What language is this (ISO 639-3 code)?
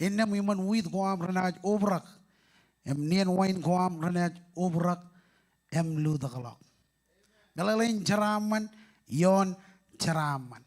mah